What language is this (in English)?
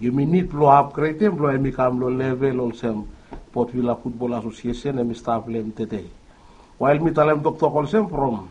Bislama